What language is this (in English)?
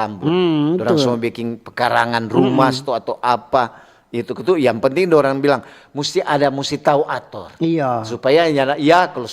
Manado Malay